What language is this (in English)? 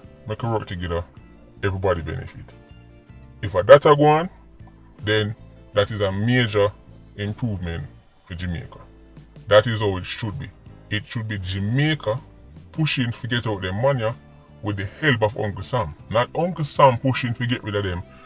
Jamaican Creole English